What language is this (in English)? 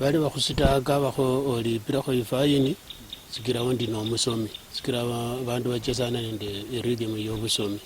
Luyia